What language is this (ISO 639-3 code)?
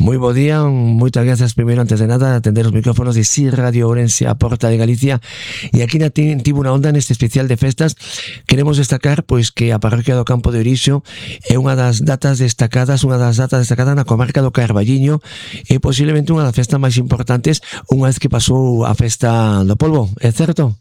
glg